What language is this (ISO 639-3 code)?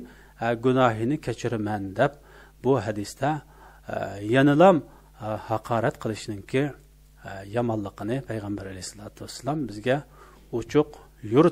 uig